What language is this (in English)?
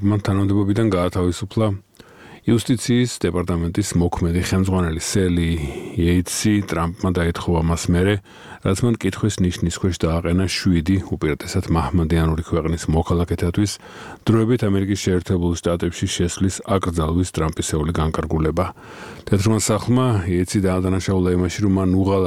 Georgian